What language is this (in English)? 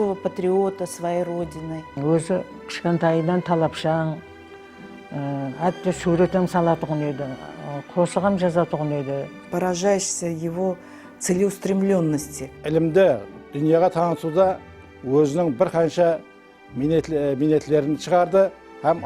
Kara-Kalpak